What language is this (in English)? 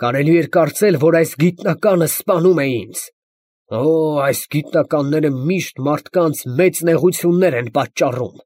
Armenian